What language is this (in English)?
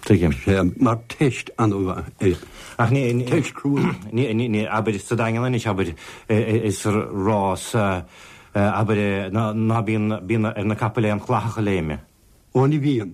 Irish